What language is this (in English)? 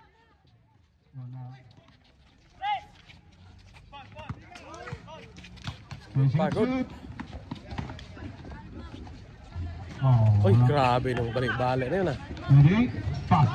Filipino